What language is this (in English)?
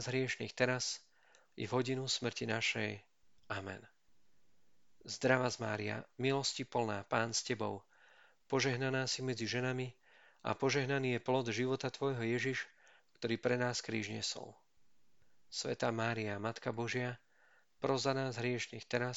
Slovak